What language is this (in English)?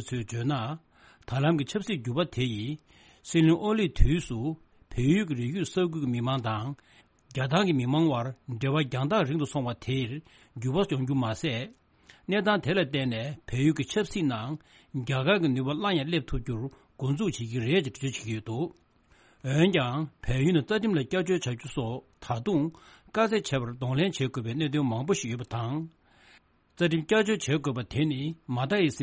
Tibetan